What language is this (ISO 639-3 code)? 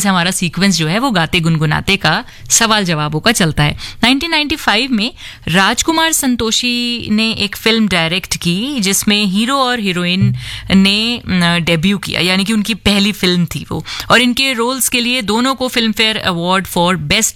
hin